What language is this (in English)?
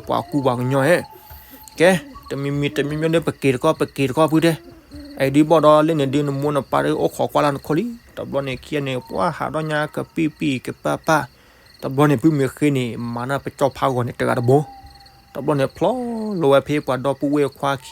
S'gaw Karen